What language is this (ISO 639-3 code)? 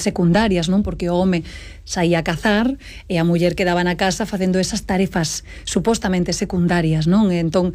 glg